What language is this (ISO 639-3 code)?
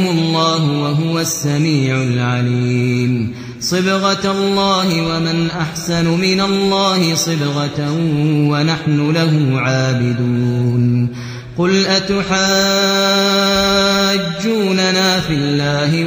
ara